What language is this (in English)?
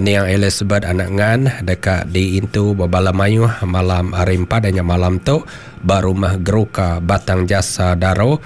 Iban